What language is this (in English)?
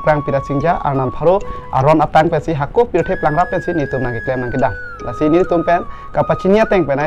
Karbi